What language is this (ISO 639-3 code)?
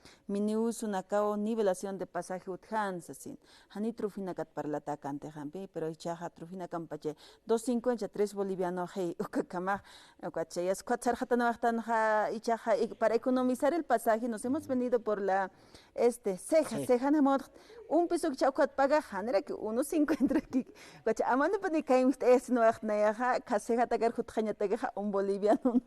aym